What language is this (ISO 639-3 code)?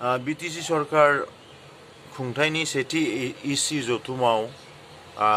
brx